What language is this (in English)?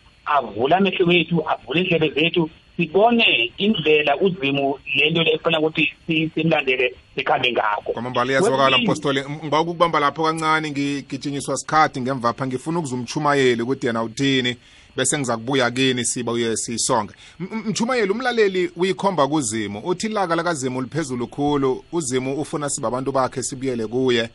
South Ndebele